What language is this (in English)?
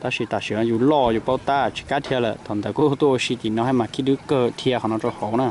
Hmong